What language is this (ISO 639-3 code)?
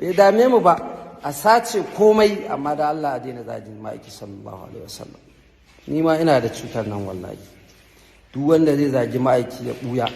hau